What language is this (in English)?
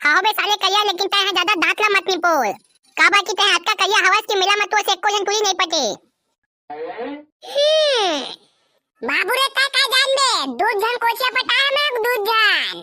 Chhattisgarhi